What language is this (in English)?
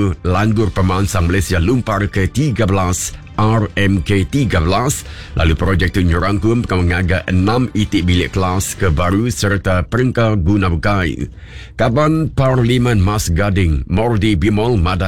Iban